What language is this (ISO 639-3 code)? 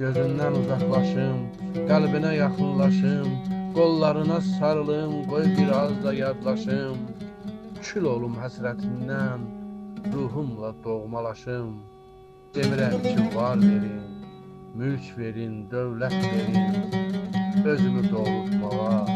aze